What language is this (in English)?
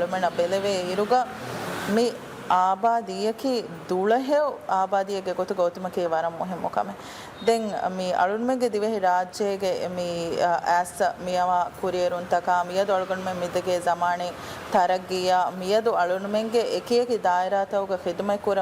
Divehi